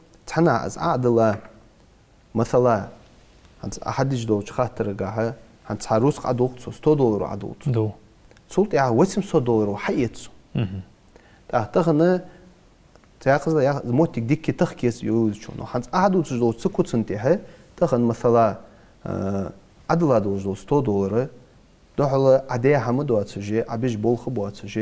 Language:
Ingush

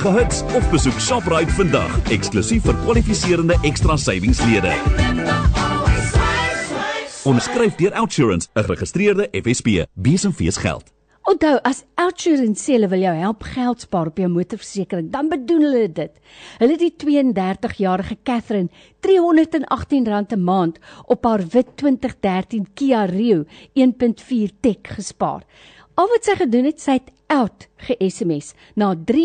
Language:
Afrikaans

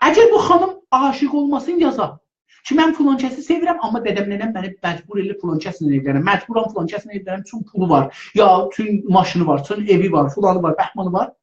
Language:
South Azerbaijani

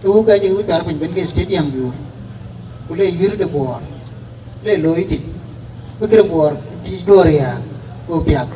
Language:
Dinka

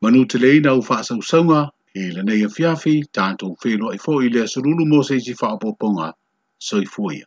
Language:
Samoan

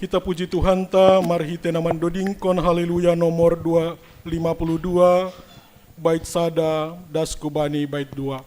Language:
Batak Simalungun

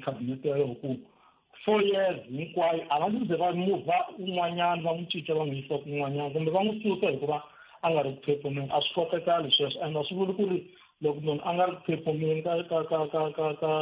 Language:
Tsonga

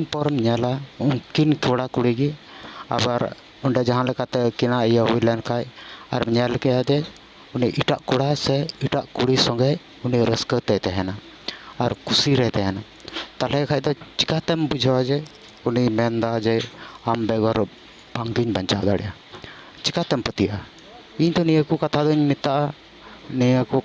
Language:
Santali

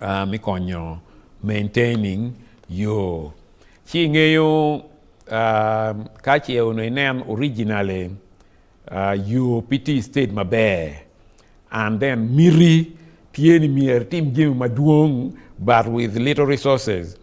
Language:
Acoli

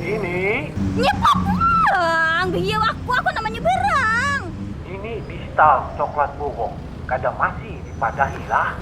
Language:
Banjar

